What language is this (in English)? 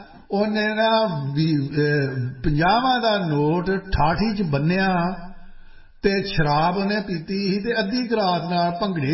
Punjabi